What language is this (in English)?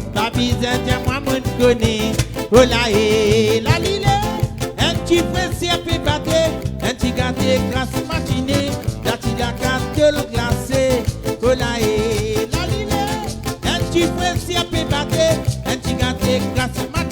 Morisyen